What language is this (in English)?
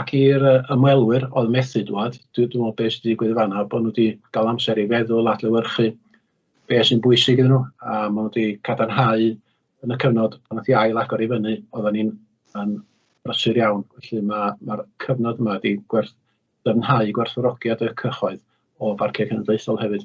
Welsh